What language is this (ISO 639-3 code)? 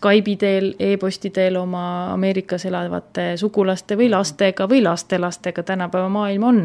est